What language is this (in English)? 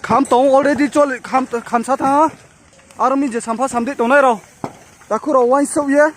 Kok Borok